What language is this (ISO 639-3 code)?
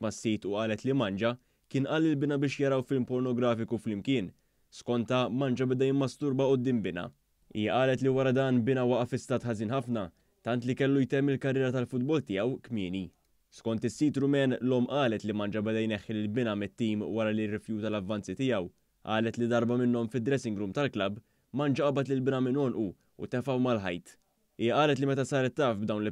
mlt